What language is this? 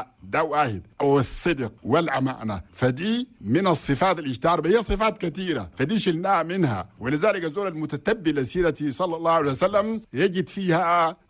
Chadian Arabic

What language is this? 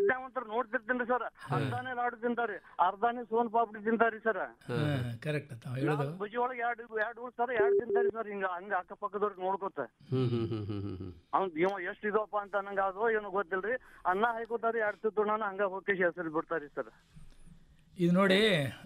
Kannada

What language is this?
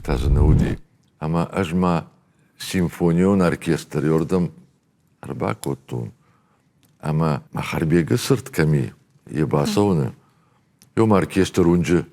Ossetic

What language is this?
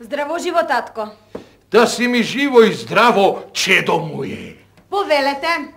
Macedonian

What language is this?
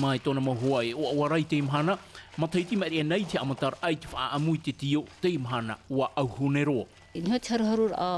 Tahitian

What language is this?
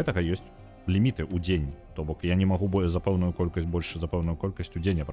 Belarusian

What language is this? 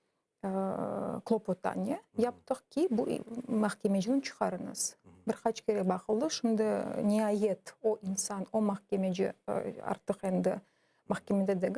Crimean Tatar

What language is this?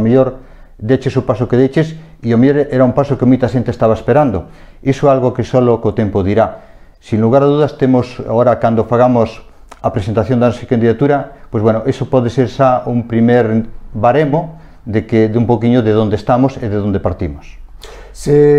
Galician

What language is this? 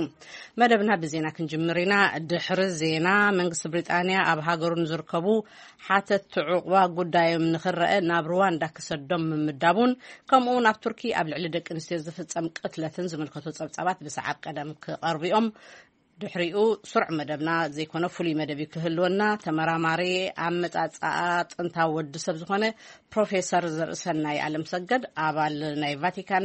Tigrinya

